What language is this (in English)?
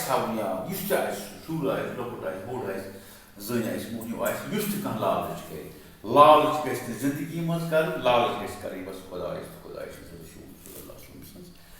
Kashmiri